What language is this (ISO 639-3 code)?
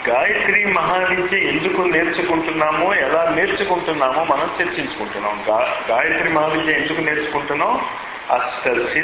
tel